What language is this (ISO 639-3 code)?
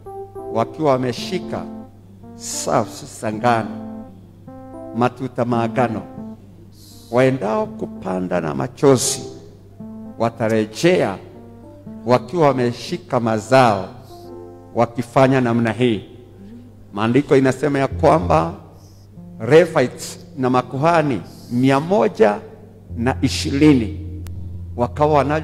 swa